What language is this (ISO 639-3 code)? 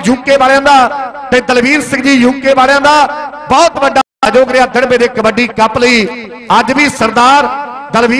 pan